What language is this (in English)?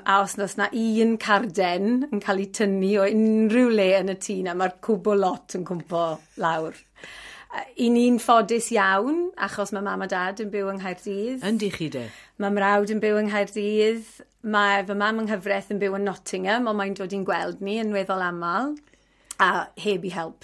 Welsh